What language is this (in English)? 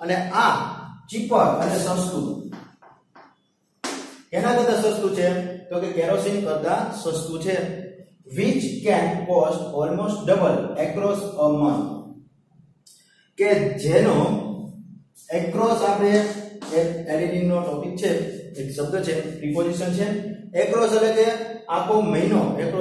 Gujarati